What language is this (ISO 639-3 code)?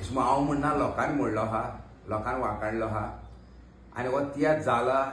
kok